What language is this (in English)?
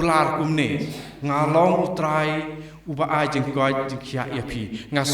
Khasi